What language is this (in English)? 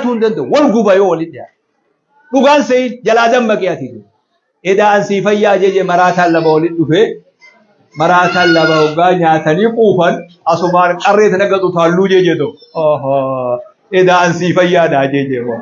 Oromo